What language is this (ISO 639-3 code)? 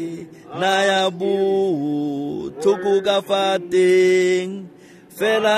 tsn